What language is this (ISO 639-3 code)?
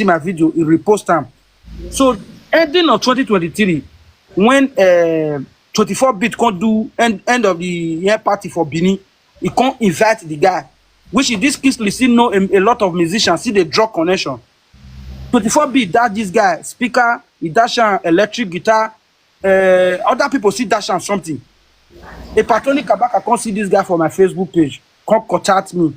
pcm